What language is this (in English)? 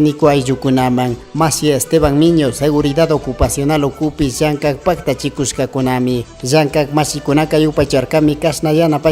Chimborazo Highland Quichua